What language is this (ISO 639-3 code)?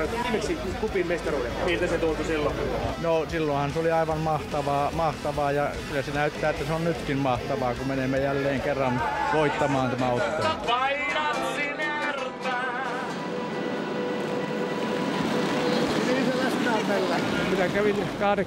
fin